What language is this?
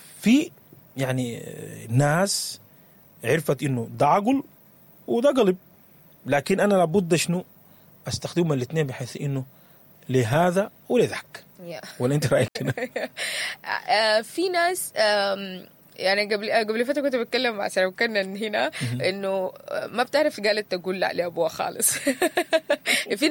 Sudanese Arabic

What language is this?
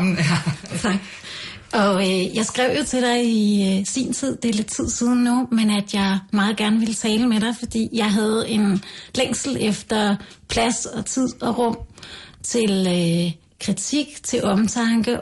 Danish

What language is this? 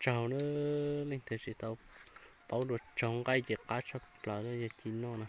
Hmong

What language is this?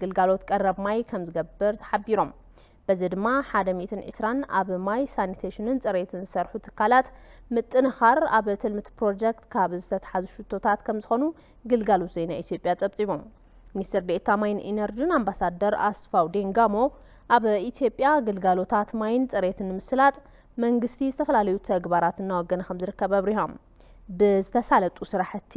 Tigrinya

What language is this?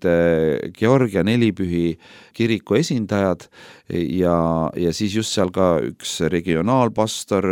Estonian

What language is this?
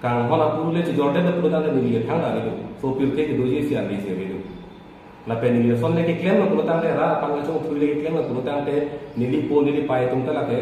Karbi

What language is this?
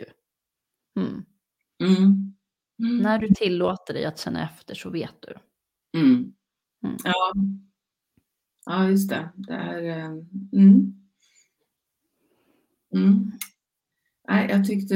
Swedish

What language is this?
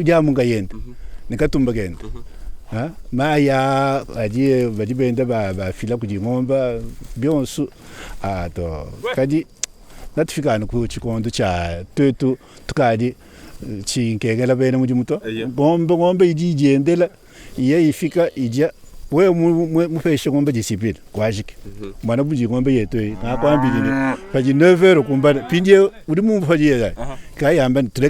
Luba-Lulua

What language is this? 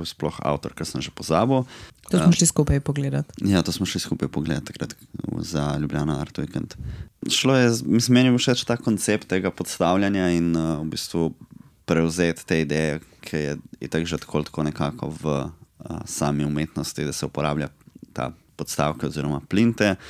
Slovenian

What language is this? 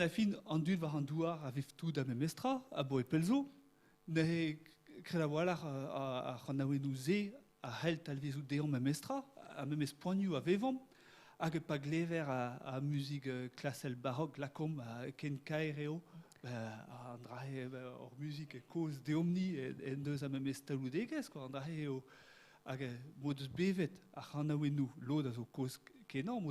Breton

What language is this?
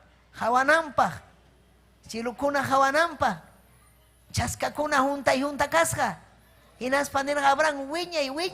Ayacucho Quechua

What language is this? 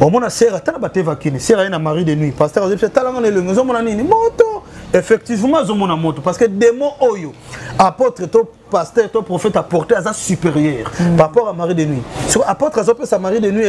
Lingala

